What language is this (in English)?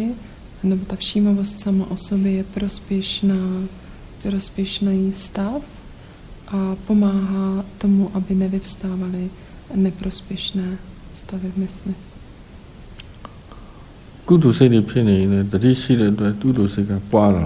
Czech